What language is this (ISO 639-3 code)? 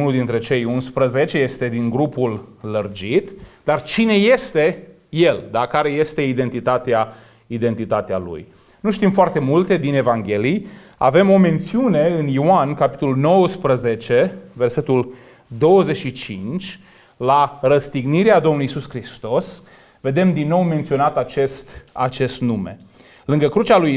ron